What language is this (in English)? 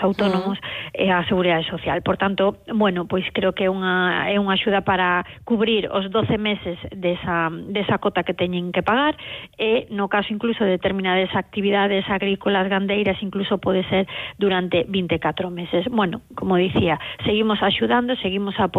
Galician